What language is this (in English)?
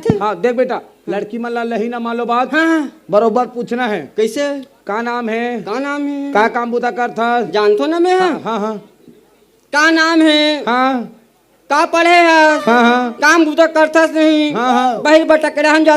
Chhattisgarhi